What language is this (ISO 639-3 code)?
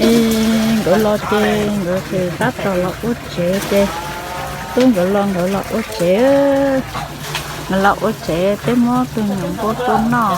hmn